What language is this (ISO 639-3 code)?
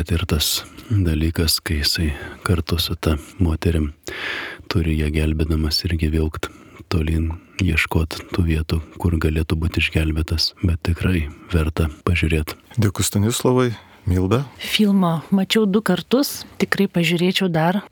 lit